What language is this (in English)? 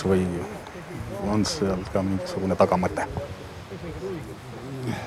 Estonian